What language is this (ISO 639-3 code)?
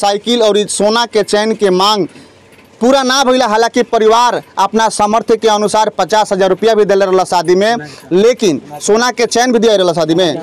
bho